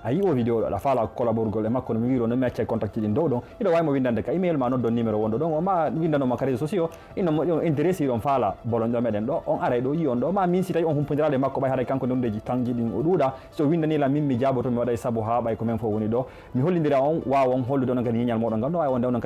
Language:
Fula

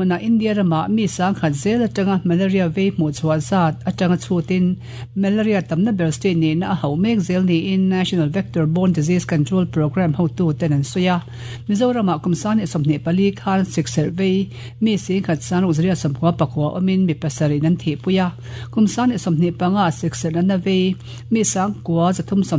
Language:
Mizo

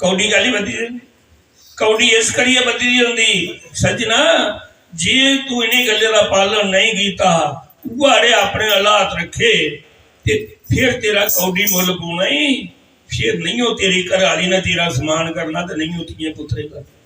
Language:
Dogri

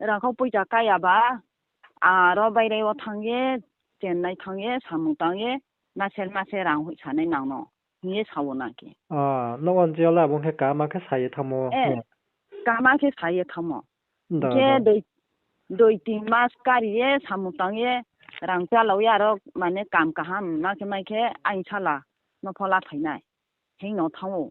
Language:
Riang (India)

